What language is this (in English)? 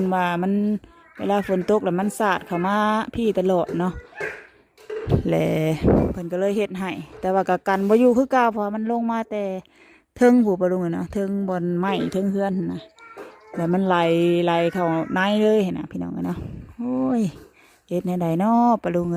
Lao